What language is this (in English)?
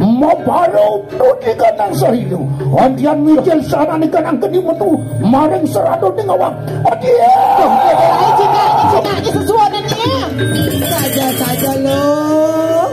Balinese